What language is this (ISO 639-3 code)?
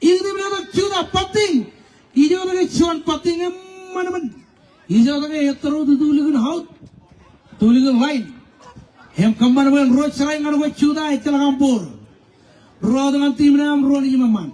mah